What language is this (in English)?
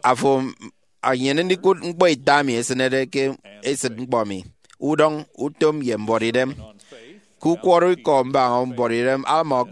Efik